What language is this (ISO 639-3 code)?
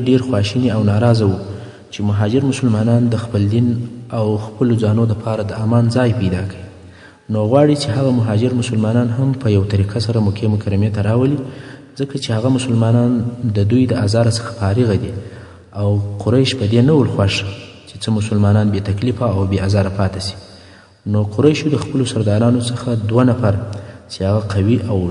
pus